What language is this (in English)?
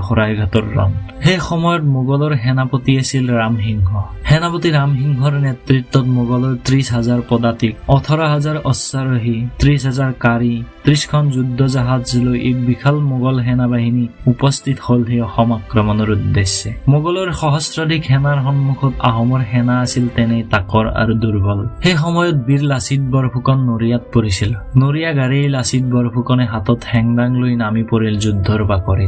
Assamese